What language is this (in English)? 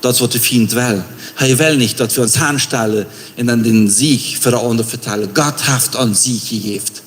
Plautdietsch